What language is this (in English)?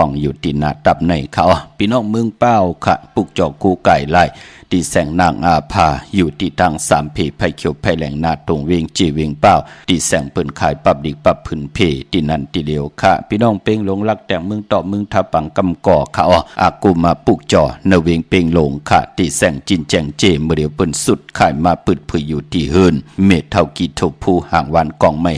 Shan